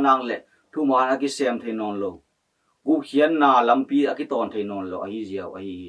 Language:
Tedim Chin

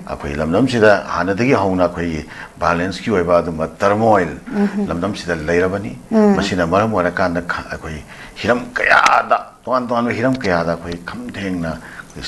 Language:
Manipuri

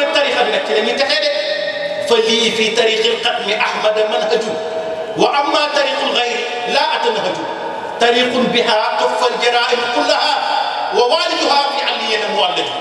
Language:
Wolof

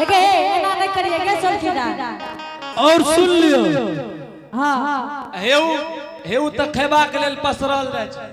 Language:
Angika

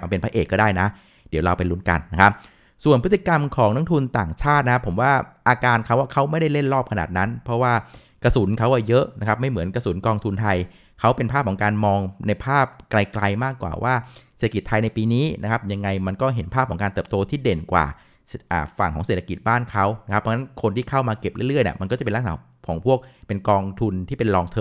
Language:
Thai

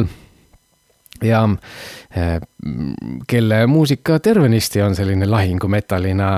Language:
Estonian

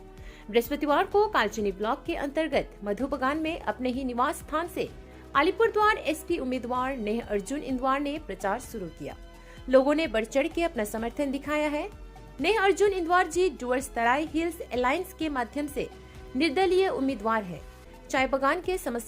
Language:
Sadri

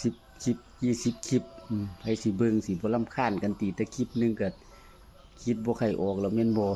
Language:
Northeastern Thai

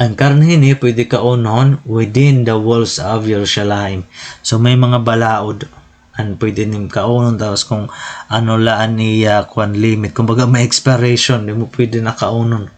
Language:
Waray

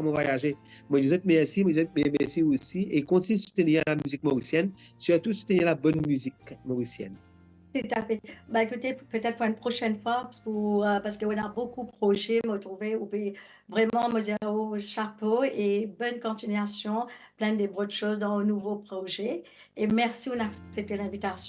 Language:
Morisyen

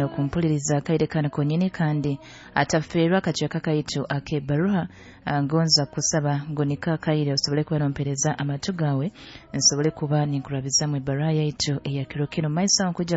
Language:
Nyoro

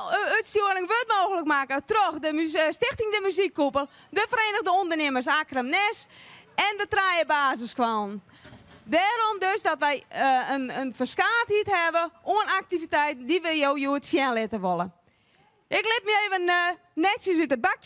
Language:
Western Frisian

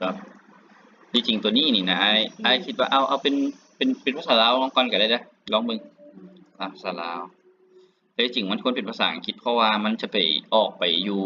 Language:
Lao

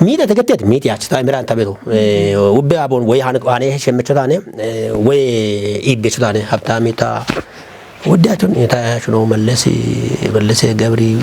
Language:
Kafa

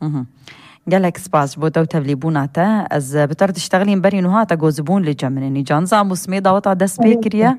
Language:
Kurdish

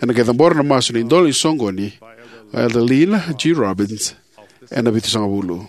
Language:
Fijian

